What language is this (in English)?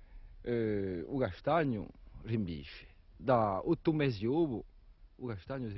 Corsican